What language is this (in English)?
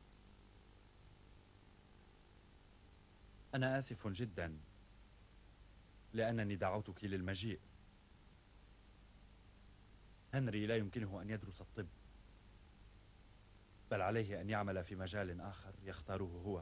Arabic